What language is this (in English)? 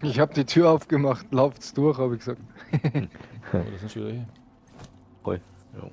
Bavarian